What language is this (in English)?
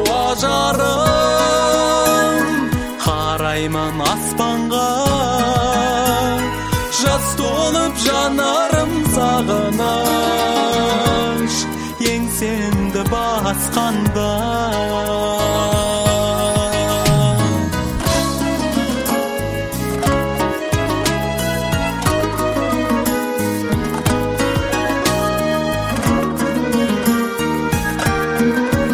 Kazakh